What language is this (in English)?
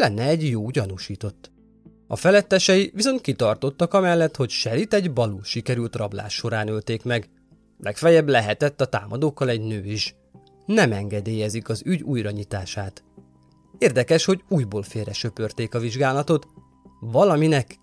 Hungarian